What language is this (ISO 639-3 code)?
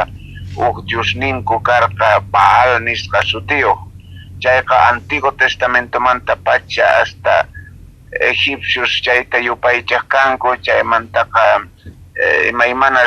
quh